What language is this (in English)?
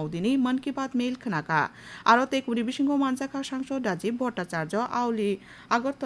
Kok Borok